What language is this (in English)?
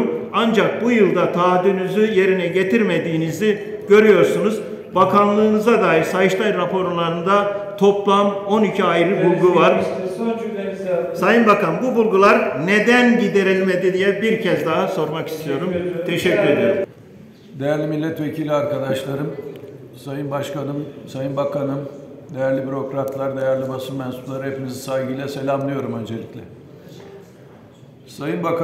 Turkish